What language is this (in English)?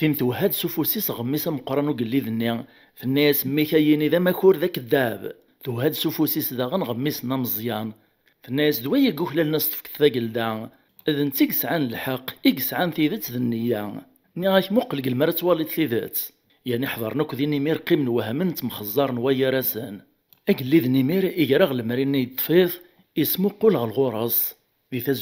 Kabyle